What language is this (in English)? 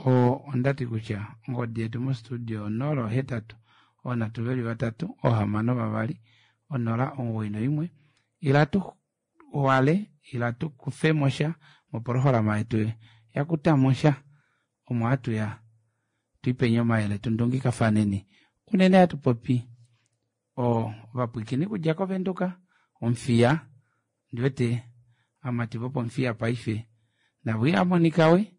Kuanyama